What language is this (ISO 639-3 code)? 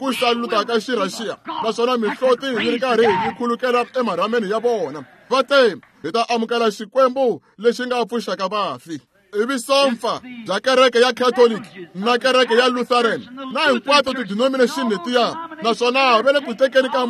tso